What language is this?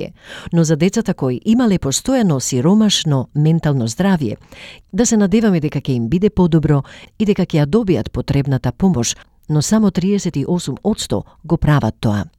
Macedonian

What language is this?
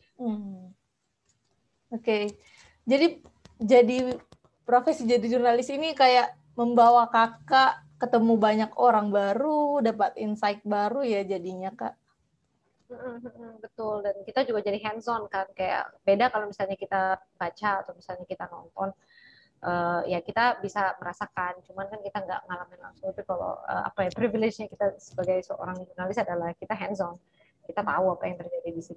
Indonesian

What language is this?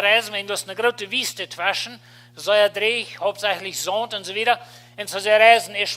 Plautdietsch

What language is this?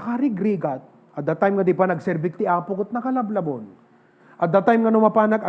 Iloko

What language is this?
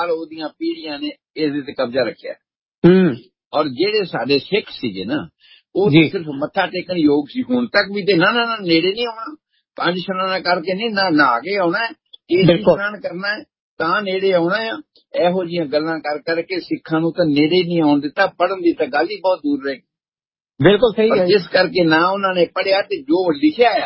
Punjabi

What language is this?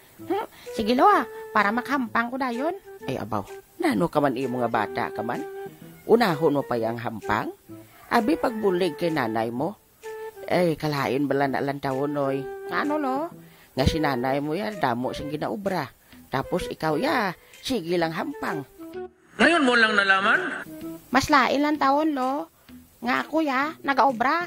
Hiligaynon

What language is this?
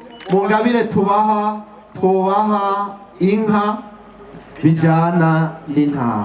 Rundi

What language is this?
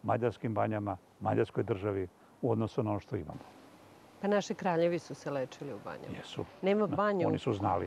Serbian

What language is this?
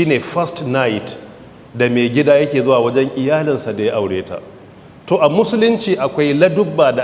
Hausa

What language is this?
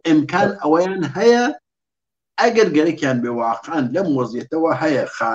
Central Kurdish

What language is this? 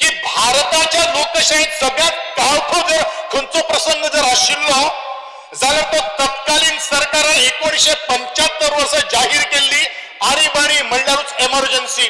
Konkani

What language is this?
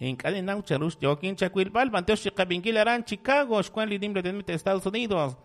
Kekchí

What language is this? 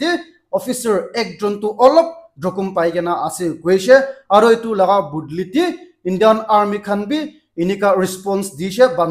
Naga Pidgin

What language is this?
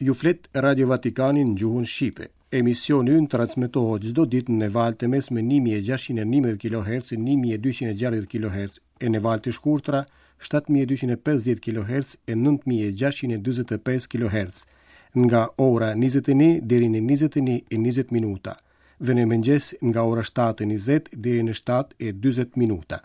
Albanian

